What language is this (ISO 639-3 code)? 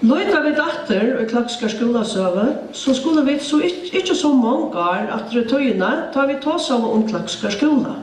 fao